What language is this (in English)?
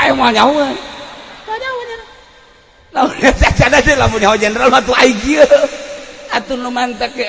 Sundanese